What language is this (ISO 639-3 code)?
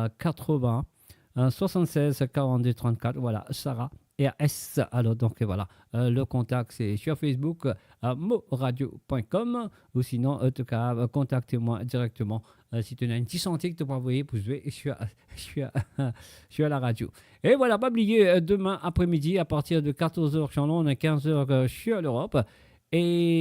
mfe